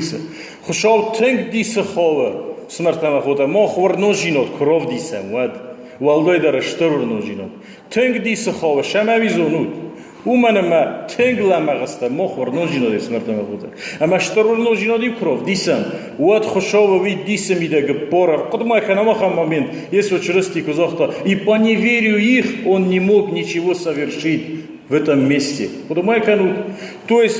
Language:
Ossetic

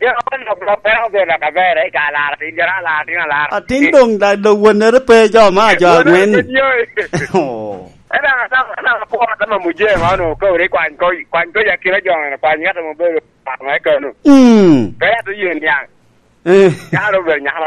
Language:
Lango (Uganda)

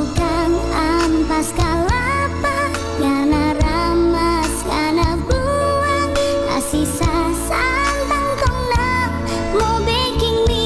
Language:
Manado Malay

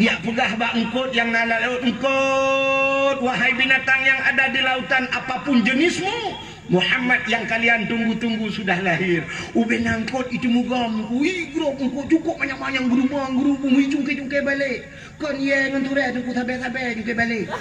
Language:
Achinese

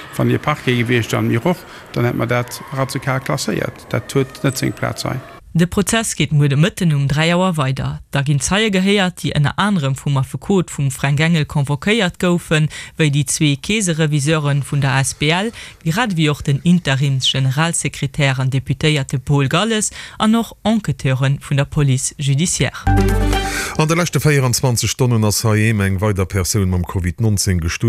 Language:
Luxembourgish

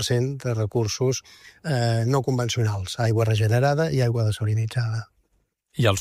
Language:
Catalan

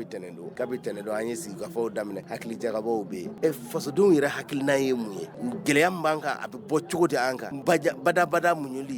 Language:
Bambara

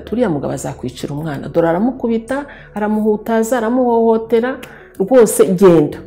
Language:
Kinyarwanda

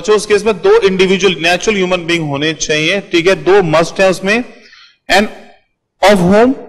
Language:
Hindi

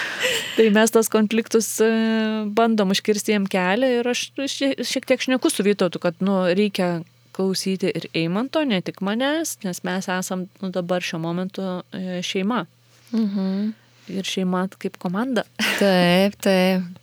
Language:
Lithuanian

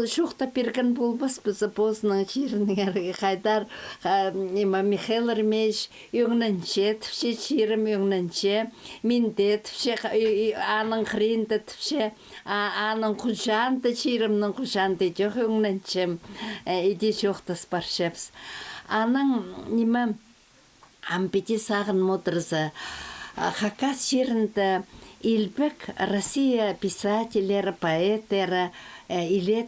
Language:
Khakas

